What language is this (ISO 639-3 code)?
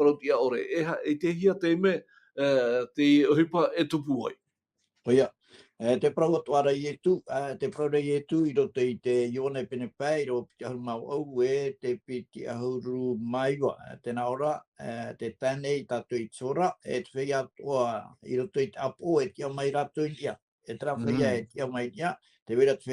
tah